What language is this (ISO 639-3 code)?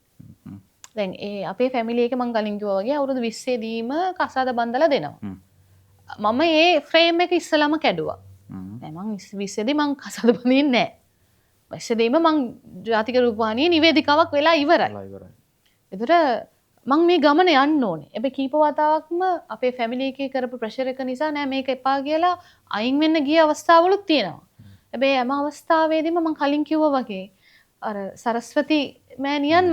sin